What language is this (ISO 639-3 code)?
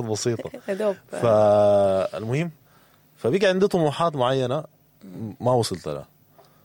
apd